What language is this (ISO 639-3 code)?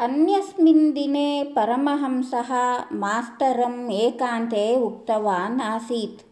san